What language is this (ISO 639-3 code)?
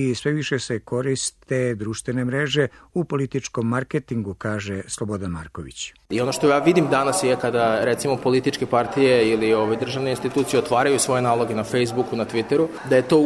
srp